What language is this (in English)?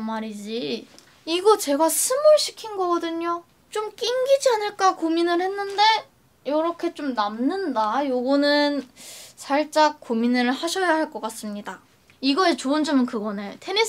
Korean